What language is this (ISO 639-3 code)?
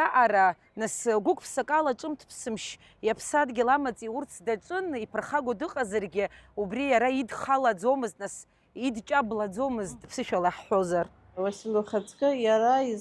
abk